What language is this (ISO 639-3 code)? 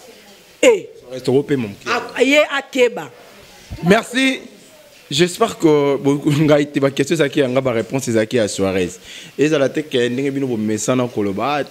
lin